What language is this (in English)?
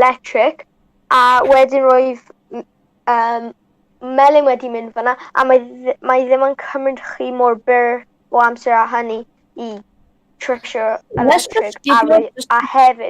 Welsh